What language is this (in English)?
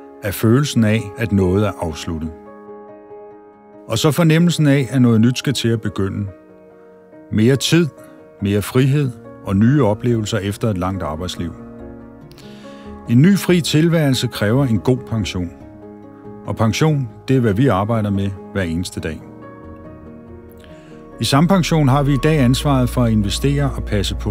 Danish